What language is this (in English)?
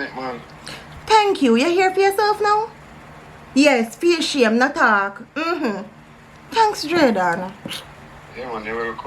Jamaican Creole English